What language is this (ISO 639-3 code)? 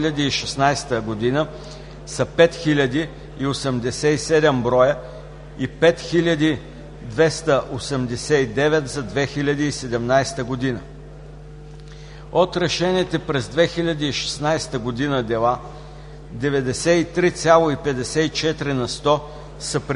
bul